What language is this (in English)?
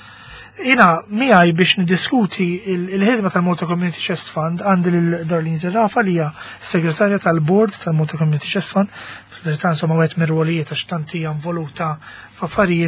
Maltese